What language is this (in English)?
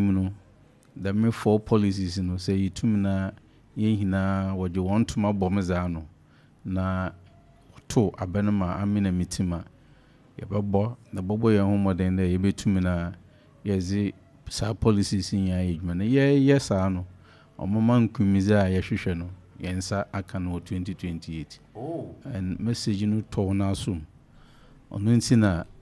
Akan